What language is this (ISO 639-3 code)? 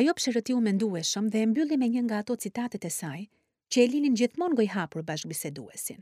sqi